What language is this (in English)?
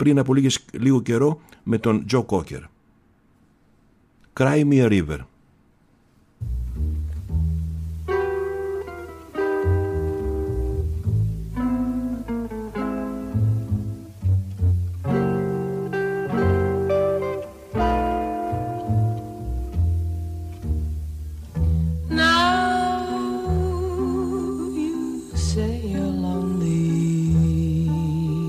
Greek